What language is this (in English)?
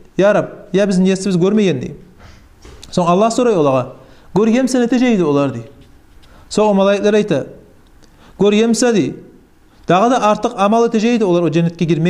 Kumyk